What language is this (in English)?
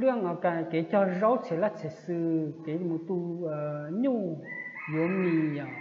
Hmong